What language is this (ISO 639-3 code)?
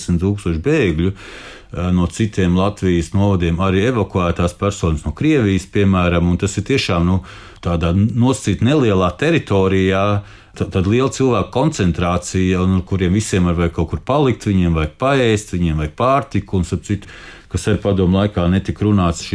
lav